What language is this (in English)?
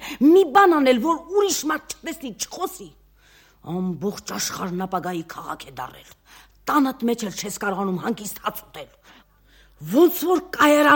Armenian